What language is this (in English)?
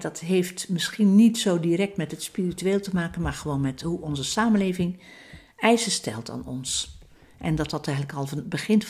Dutch